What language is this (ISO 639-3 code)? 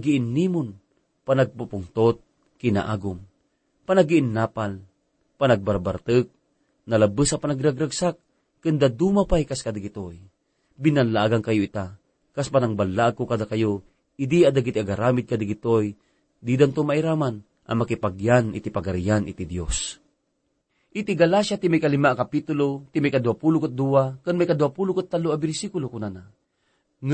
ilo